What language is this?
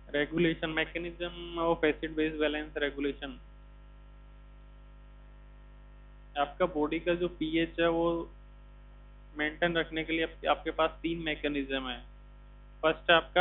Hindi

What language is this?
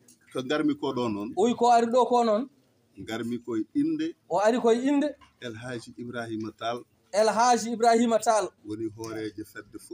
Fula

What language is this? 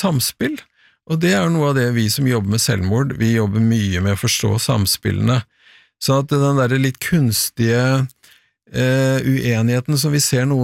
Norwegian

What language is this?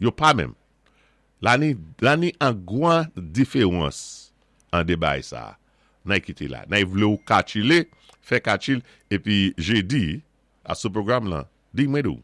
Saint Lucian Creole French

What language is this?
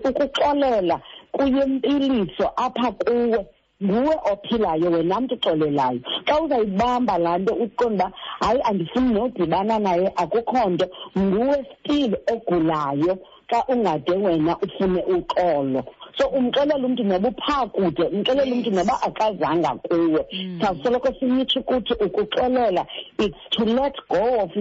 Xhosa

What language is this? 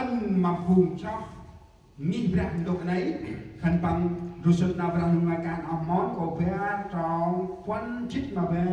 Central Mnong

